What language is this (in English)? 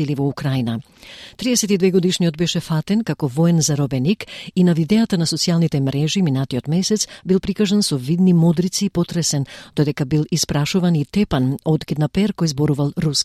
Macedonian